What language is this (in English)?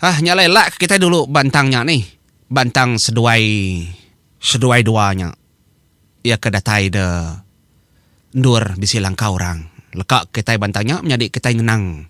Iban